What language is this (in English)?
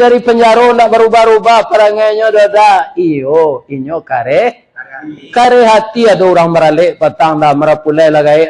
Minangkabau